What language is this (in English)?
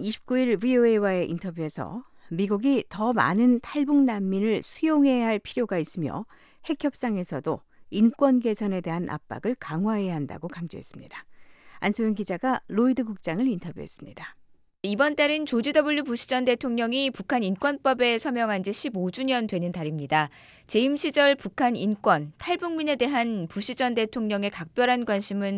Korean